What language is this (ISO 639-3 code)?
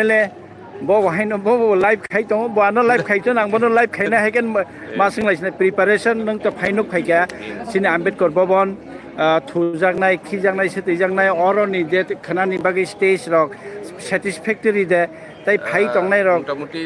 trp